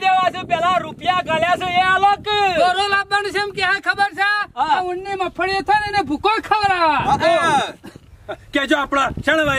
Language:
Gujarati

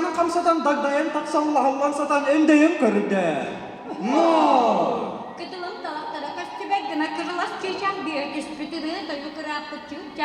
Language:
Yakut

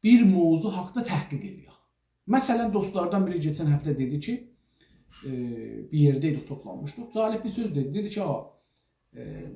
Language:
South Azerbaijani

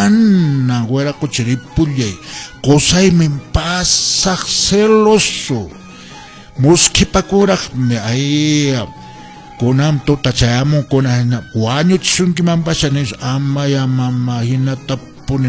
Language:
Quechua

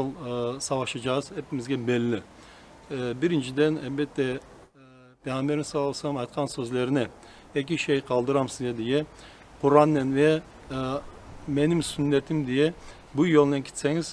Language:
Crimean Tatar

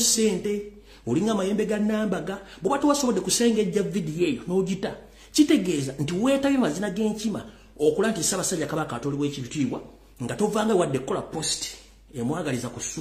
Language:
Ganda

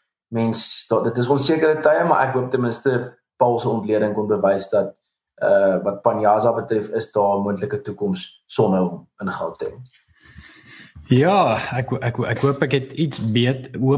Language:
Afrikaans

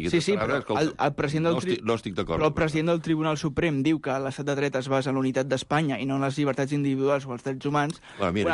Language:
Catalan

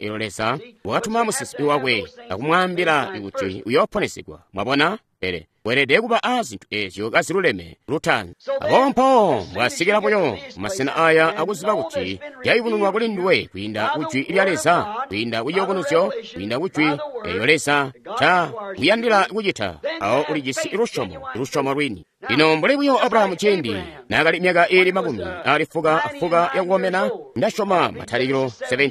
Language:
Tonga (Zambia)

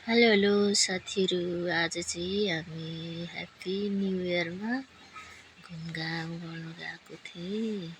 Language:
Nepali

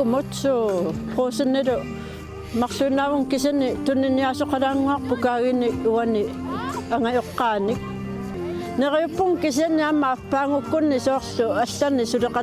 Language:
Kalaallisut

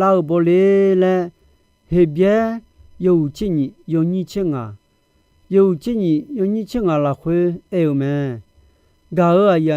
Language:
Akha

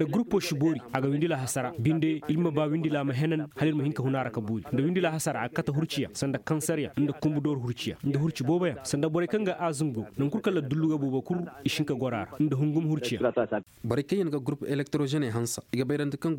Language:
Zarma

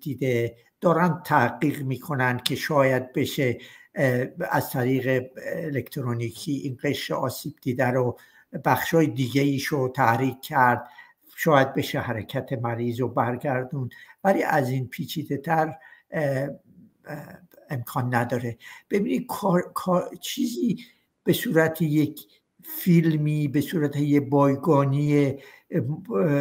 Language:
Persian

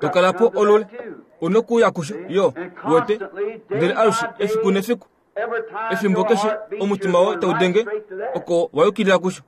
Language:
Kuanyama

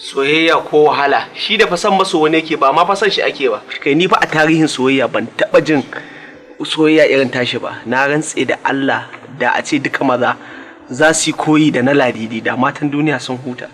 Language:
Hausa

